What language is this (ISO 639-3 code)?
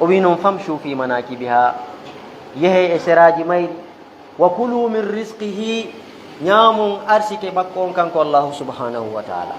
ful